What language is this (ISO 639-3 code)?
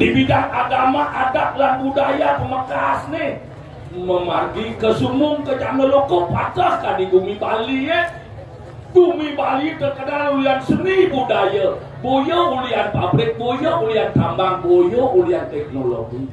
ban